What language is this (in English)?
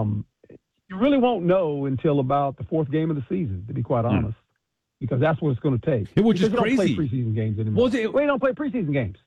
English